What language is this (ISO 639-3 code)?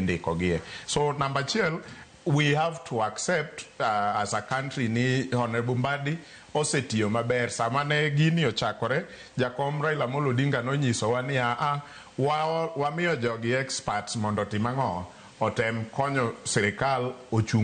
luo